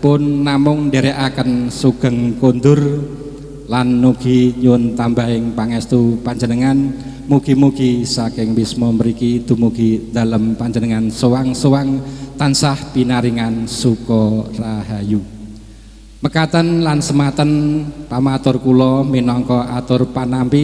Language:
Javanese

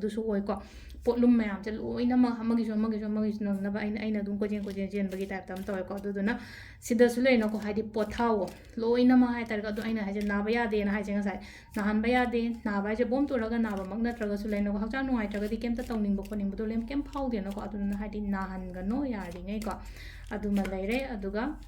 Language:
Manipuri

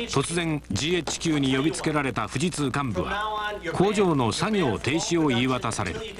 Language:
Japanese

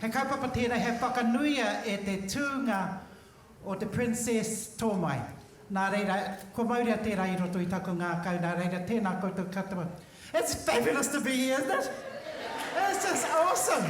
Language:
Māori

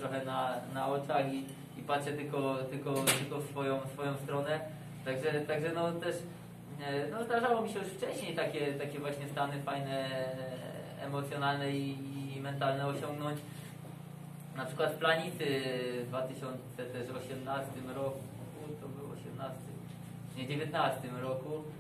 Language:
Polish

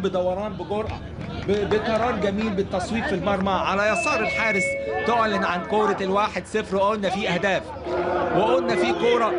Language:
Egyptian Arabic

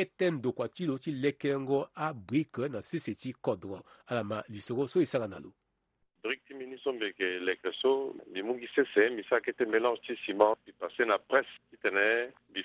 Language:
Sango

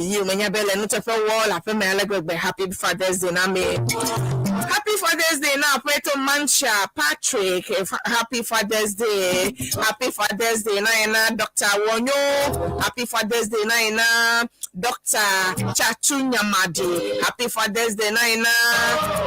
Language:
Ewe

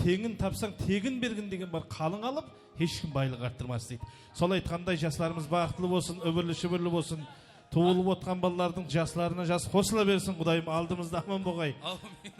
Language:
Kara-Kalpak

